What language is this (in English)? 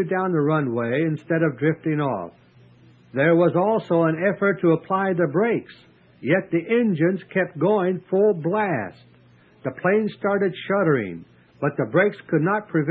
English